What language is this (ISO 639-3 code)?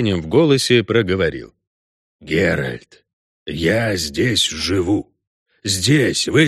rus